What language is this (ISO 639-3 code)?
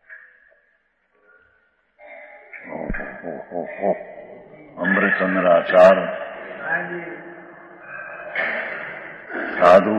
guj